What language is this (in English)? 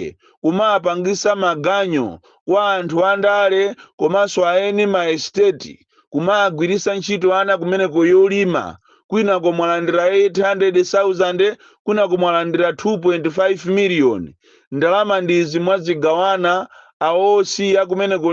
Nyanja